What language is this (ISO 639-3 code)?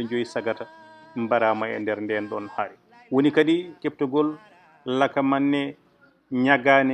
ful